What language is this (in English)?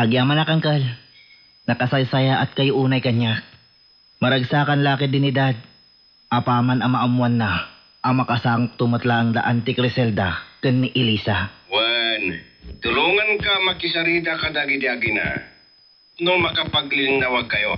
Iloko